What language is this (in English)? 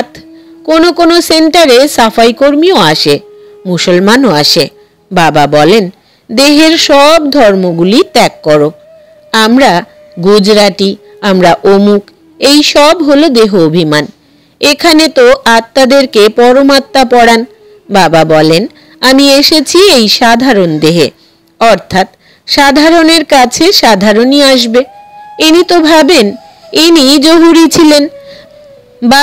Bangla